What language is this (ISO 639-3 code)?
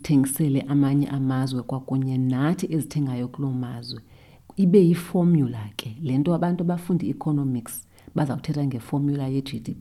xho